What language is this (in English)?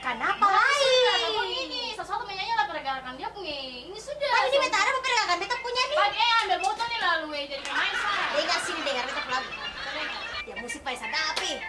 Ambonese Malay